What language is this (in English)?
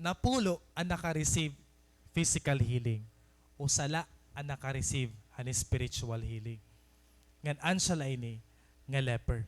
Waray